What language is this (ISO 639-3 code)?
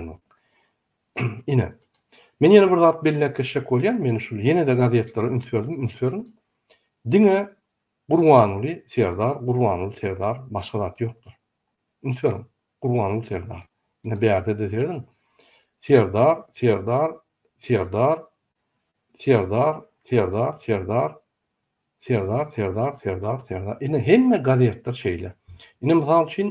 tuk